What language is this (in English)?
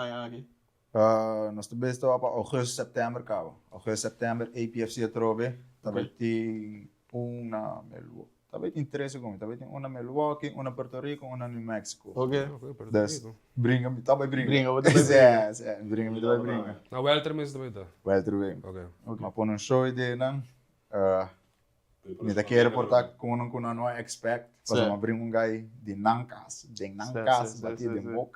Papiamento